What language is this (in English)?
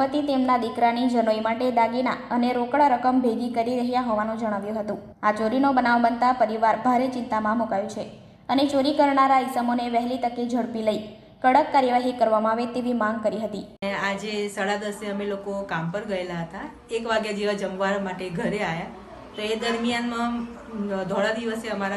Gujarati